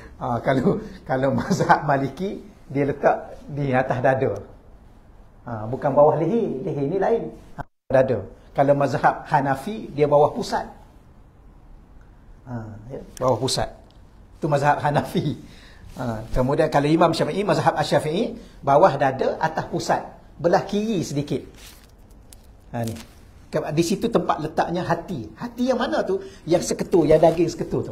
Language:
Malay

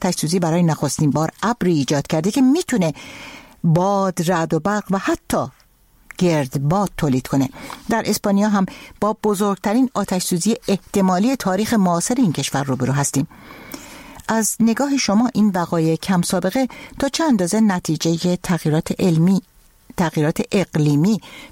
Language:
Persian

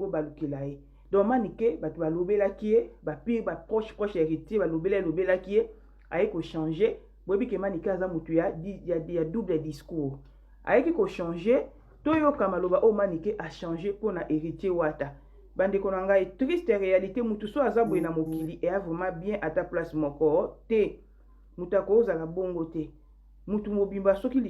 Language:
Lingala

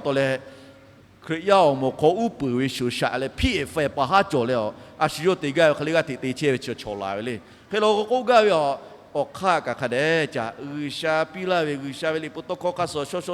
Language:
Lahu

